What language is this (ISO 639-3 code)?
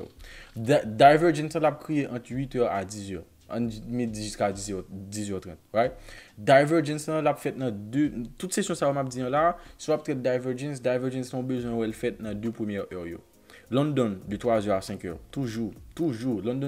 hat